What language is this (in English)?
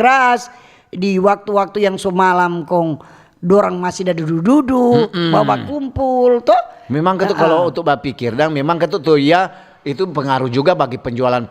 Manado Malay